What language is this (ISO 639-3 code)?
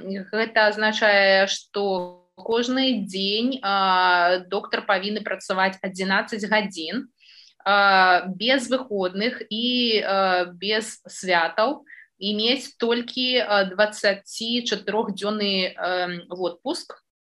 bel